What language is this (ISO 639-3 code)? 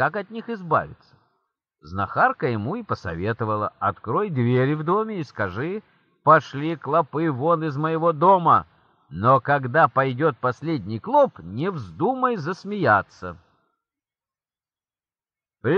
rus